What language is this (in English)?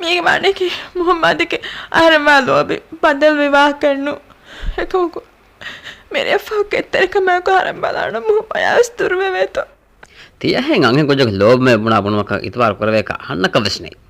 Divehi